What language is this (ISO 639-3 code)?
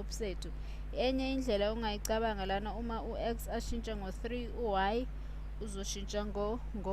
zul